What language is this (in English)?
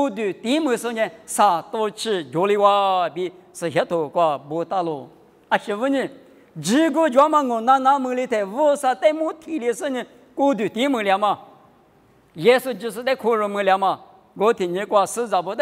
Lisu